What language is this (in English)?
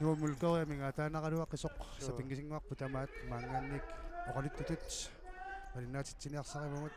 Kalaallisut